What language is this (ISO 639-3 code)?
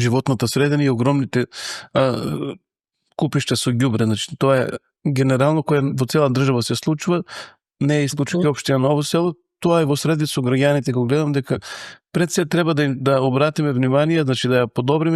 mkd